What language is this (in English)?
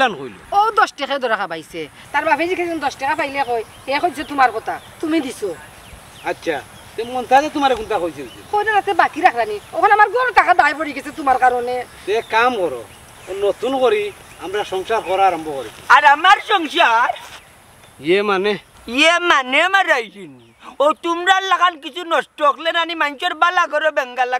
Sylheti